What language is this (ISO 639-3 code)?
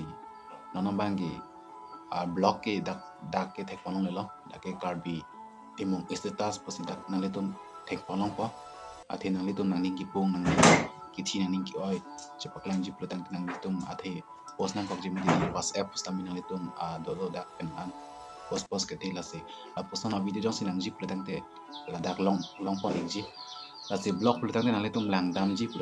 mjw